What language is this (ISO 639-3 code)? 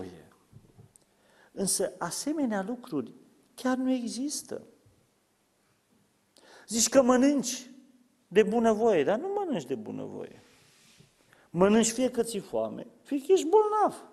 ron